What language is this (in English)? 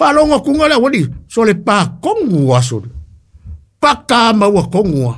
Samoan